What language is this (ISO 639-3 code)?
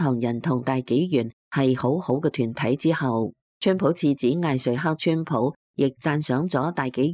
yue